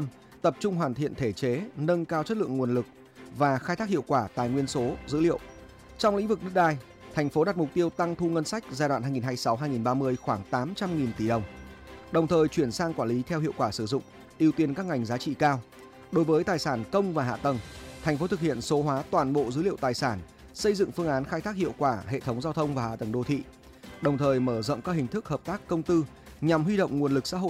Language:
Vietnamese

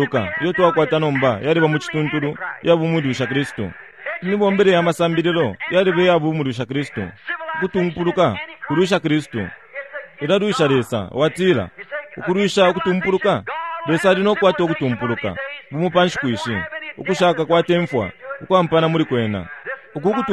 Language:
Bemba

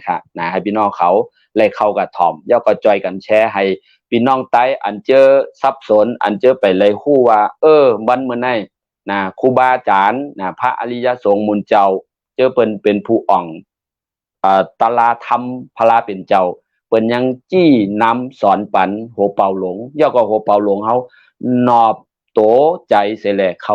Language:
Shan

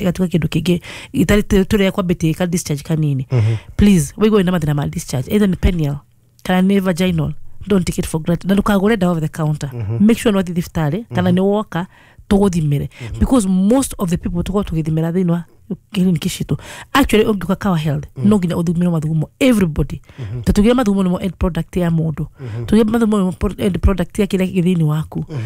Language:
Kikuyu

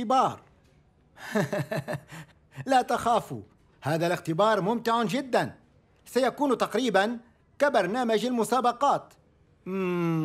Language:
Arabic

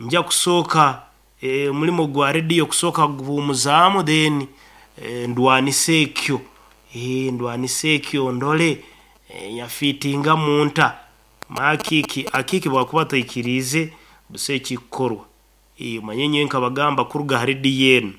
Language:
Nyankole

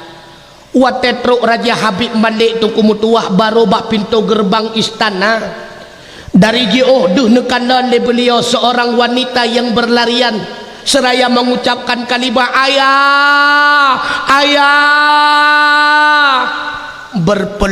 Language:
Achinese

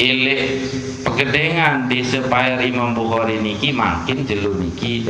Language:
Sasak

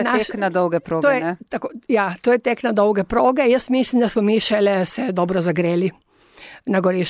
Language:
Slovenian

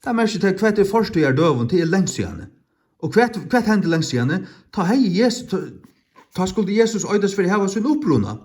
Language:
Faroese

